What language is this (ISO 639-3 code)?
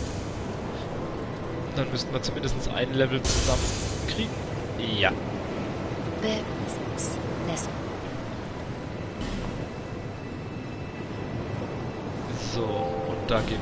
deu